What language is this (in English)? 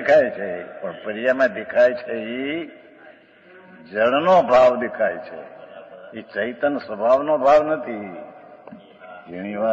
Gujarati